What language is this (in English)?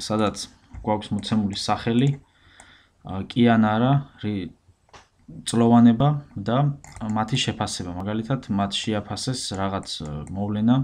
Georgian